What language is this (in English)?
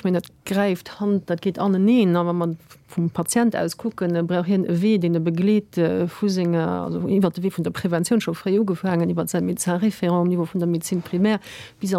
Luxembourgish